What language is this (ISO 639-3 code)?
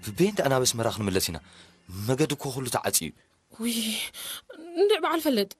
tir